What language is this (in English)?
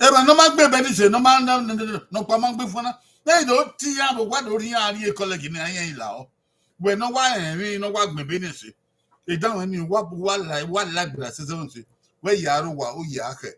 Bini